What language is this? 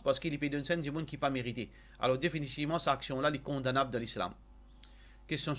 Morisyen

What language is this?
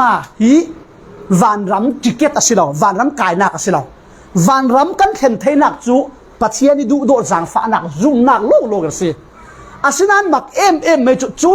Falam Chin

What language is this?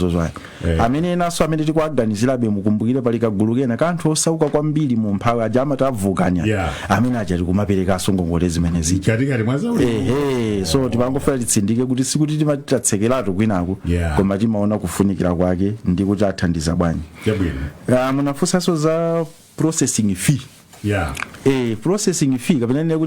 Nyanja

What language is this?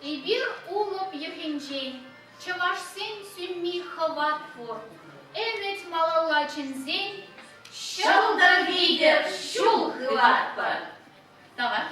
Chuvash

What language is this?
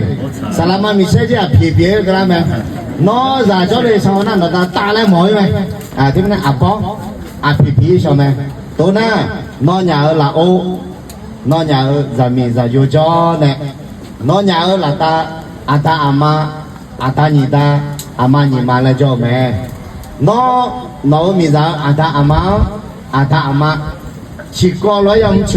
Akha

